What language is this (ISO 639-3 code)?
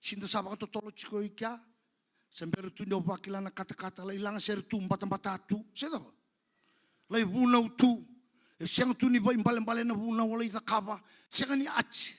fij